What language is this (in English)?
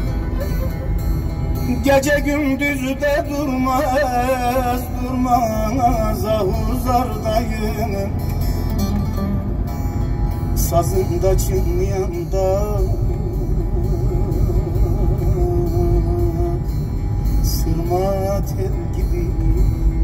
Turkish